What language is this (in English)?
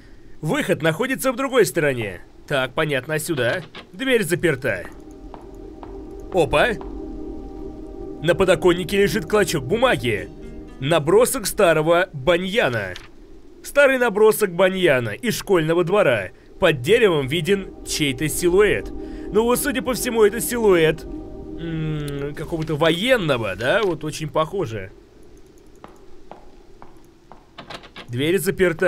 Russian